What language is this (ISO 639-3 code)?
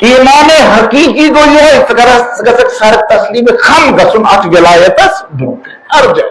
kas